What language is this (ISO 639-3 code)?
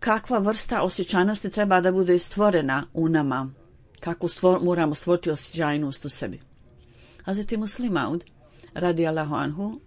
bos